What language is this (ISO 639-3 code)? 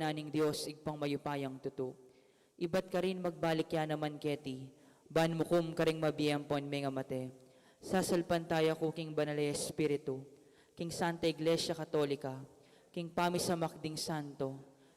pam